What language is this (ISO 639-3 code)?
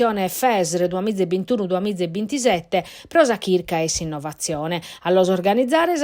srd